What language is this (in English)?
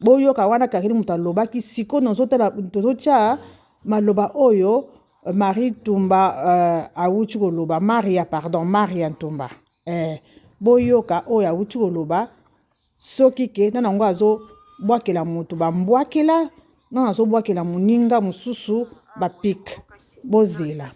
Lingala